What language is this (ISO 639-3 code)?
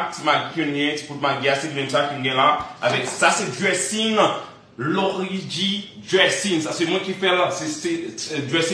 hat